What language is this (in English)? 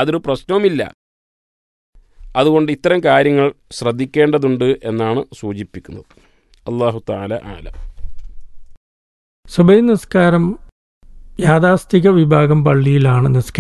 Malayalam